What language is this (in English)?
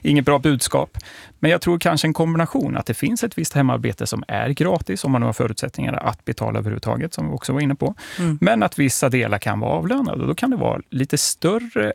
Swedish